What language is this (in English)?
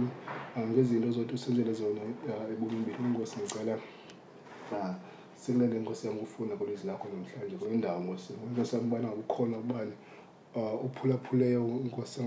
Xhosa